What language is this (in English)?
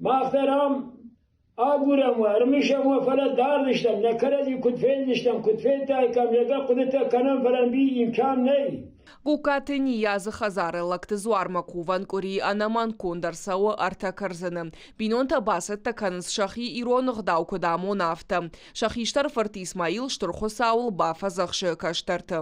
Ossetic